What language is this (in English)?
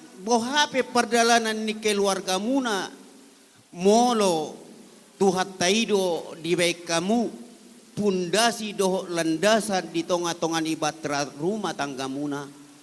Batak Toba